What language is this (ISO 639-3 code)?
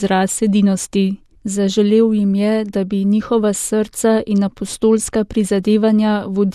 slv